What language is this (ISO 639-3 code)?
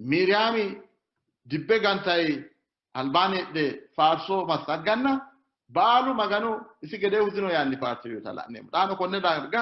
sid